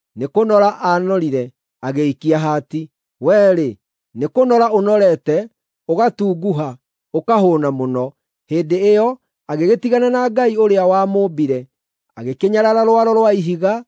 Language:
Kikuyu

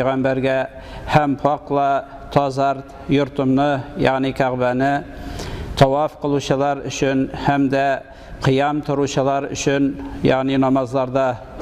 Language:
Tatar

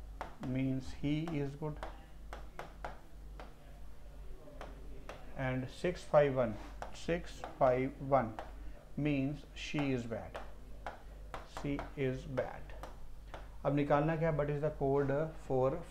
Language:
Hindi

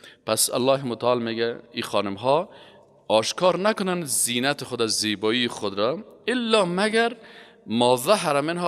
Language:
Persian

